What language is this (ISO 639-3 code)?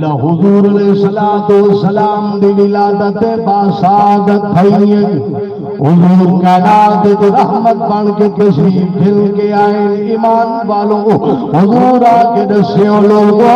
skr